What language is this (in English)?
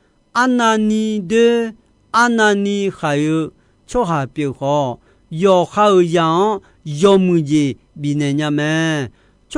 Akha